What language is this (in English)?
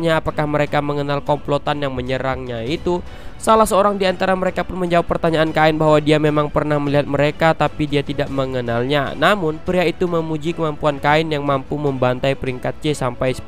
Indonesian